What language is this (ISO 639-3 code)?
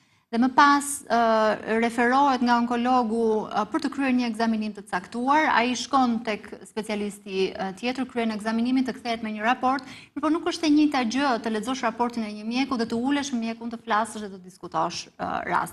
sqi